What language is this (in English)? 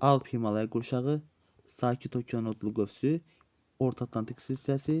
Azerbaijani